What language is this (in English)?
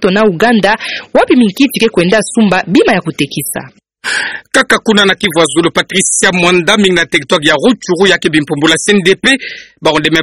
Kituba (Democratic Republic of Congo)